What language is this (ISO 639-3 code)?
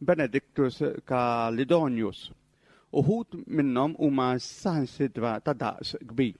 mlt